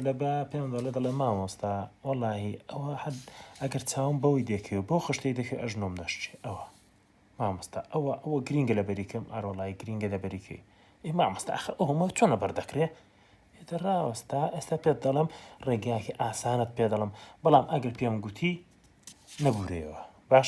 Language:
Central Kurdish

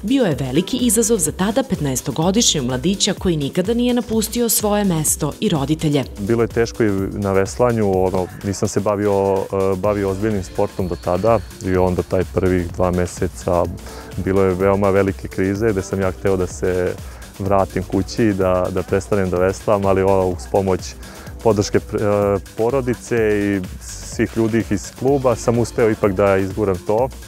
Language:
Serbian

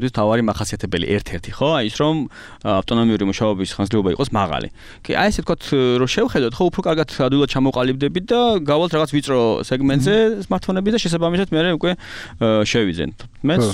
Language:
Georgian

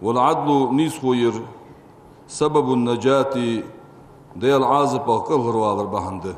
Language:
Ingush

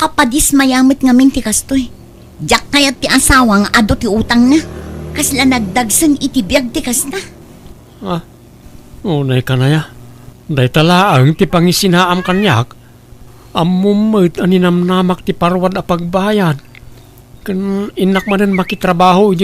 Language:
Iloko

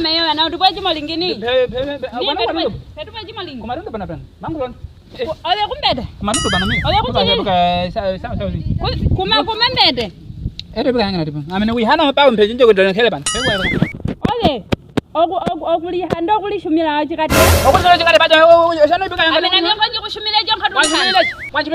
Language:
Nyaneka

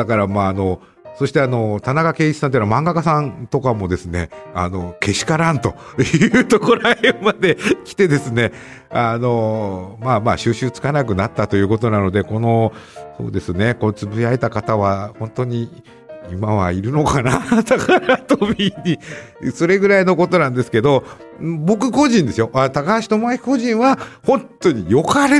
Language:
Japanese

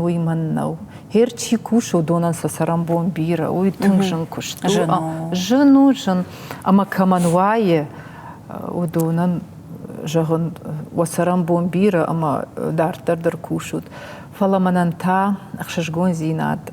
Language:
Ossetic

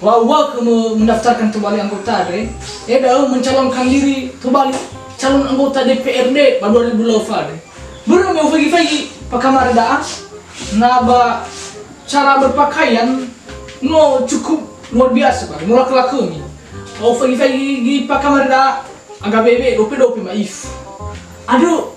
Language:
Nias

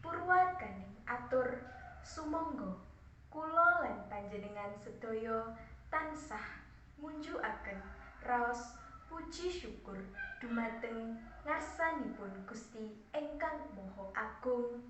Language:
Javanese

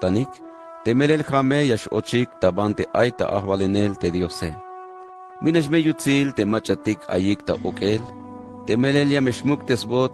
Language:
Tzeltal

